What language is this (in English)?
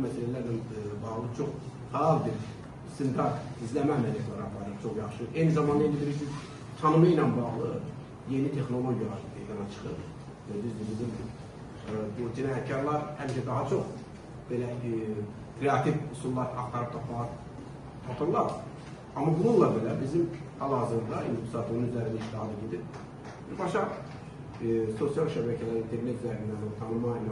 Azerbaijani